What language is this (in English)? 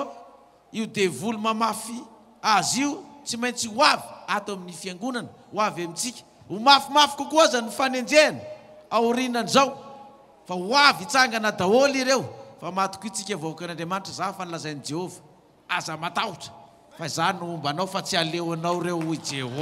Malagasy